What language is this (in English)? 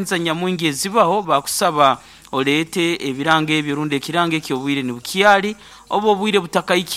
Nyoro